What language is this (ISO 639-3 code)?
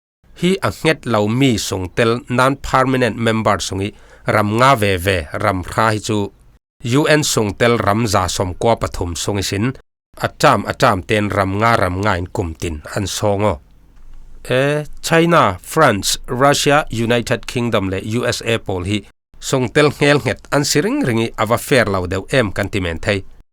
cfm